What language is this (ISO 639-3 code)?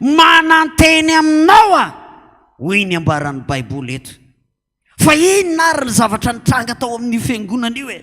mlg